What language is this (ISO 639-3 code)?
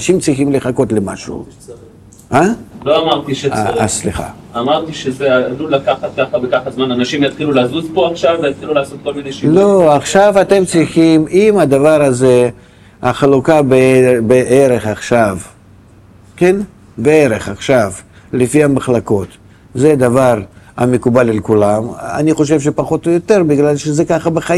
heb